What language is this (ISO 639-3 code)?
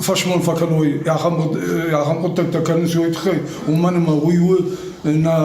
oss